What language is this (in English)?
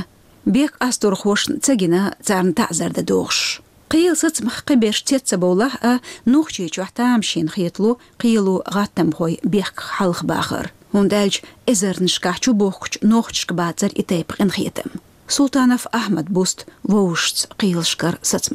Chechen